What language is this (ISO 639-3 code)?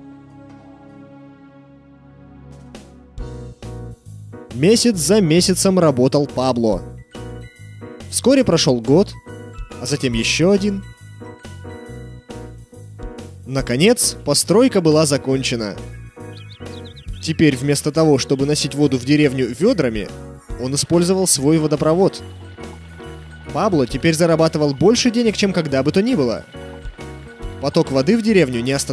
rus